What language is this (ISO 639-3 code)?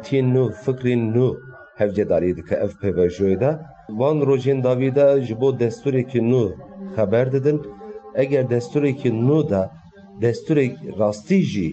kur